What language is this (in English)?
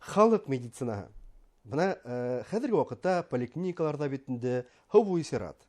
Bashkir